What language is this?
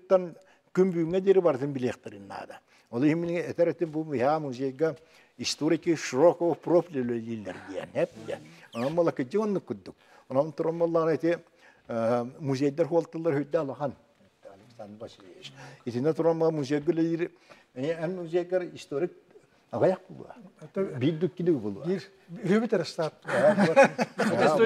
Yakut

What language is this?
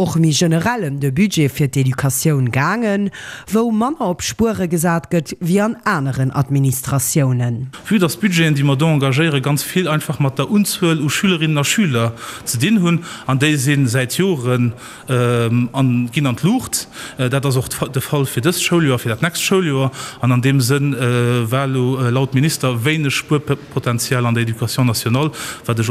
Luxembourgish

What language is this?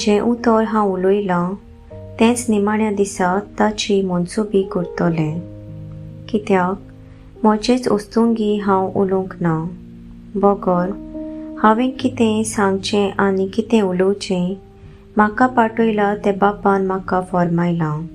Konkani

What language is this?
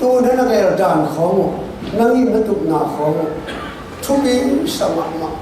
Tedim Chin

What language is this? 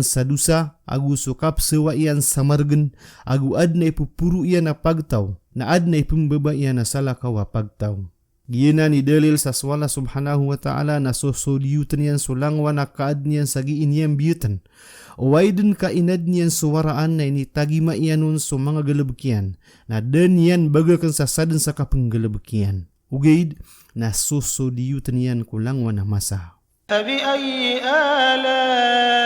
Maranao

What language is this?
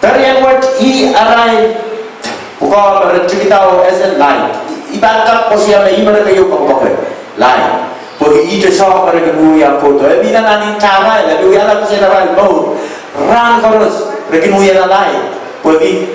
Pohnpeian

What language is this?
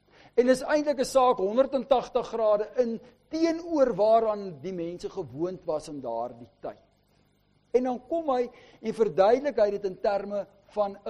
Afrikaans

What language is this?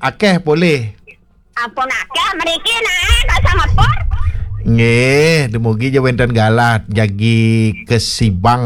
Balinese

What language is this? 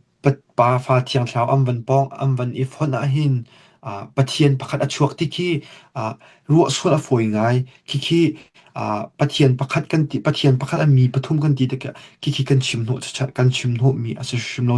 Falam Chin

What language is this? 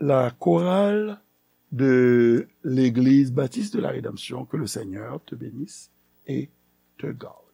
Haitian Creole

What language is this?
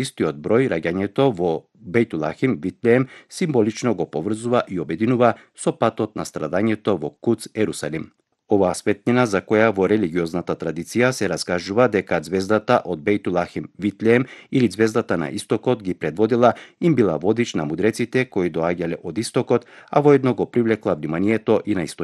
Macedonian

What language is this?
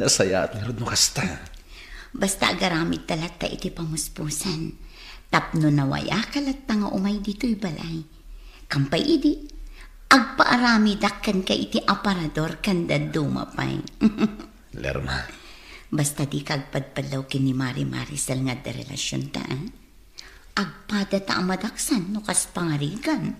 Iloko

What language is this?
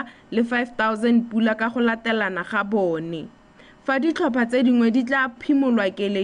Tswana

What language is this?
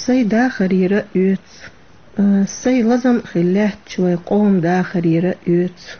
Chechen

